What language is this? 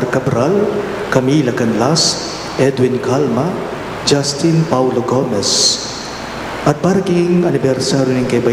Pampanga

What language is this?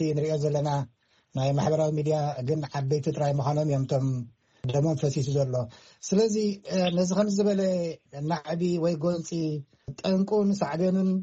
Tigrinya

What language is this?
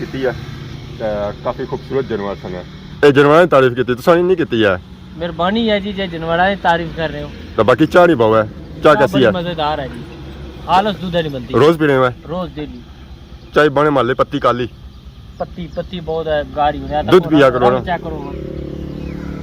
Pahari-Potwari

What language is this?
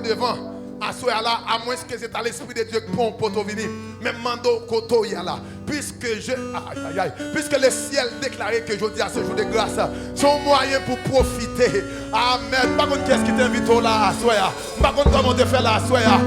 Haitian Creole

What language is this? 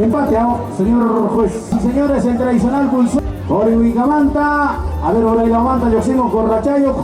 Ayacucho Quechua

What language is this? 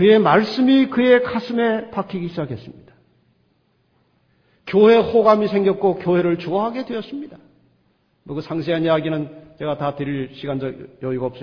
Korean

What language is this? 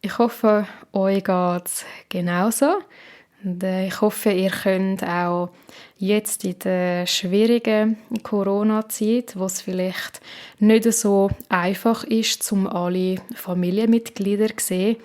Swiss German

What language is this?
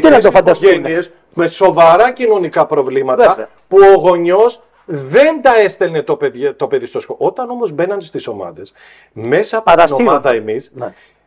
Greek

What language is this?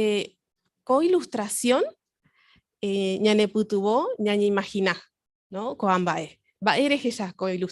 Guarani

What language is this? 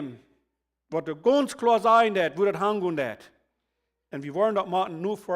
Plautdietsch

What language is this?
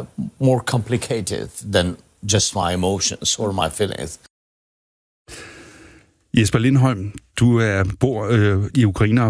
Danish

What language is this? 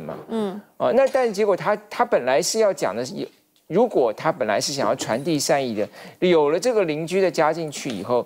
Chinese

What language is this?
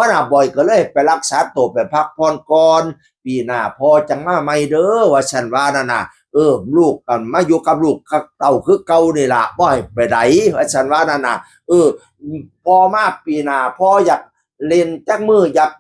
Northeastern Thai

